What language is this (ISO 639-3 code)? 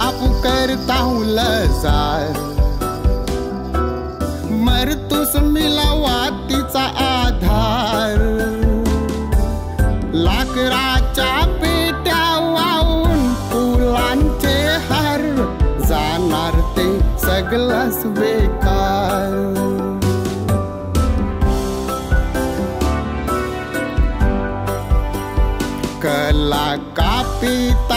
mar